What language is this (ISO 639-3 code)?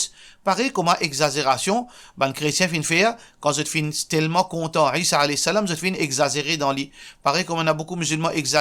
mfe